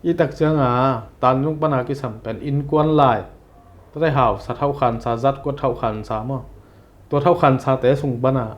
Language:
Tedim Chin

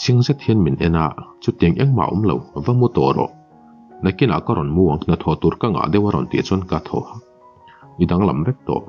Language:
Mizo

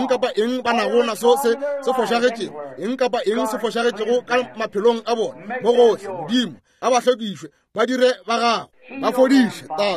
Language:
Northern Sotho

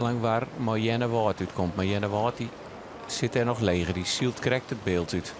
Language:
Western Frisian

